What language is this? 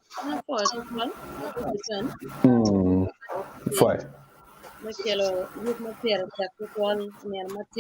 Acoli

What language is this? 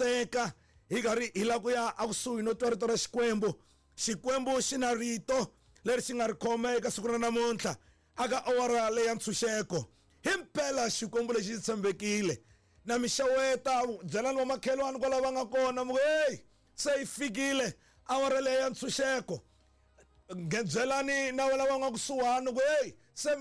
Tsonga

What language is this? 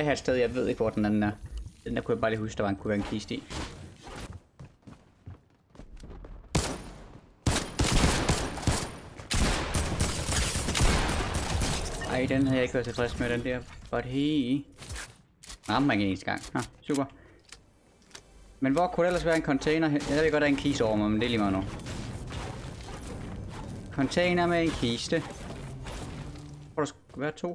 Danish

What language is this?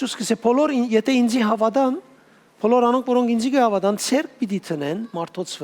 Western Armenian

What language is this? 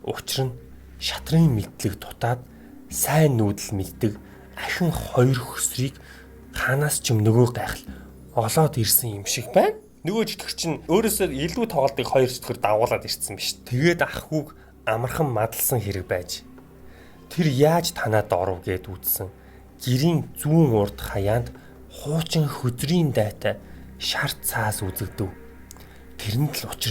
Mongolian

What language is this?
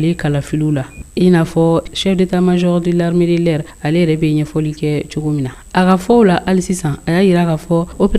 Bambara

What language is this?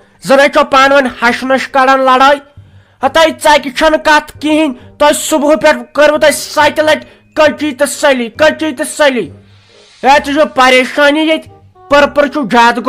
Kashmiri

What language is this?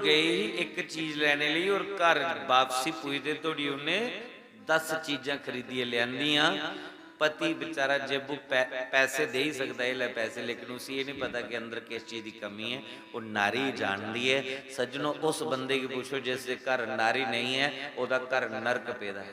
Dogri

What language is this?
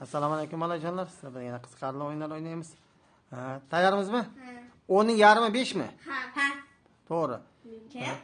Uzbek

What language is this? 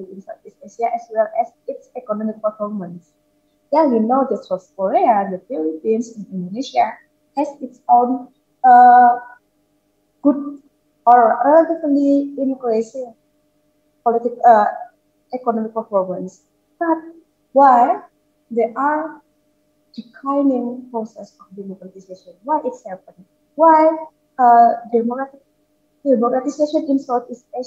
English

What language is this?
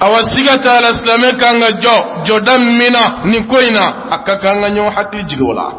Bambara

